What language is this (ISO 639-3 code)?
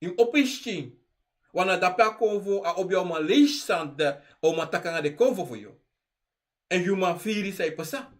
srn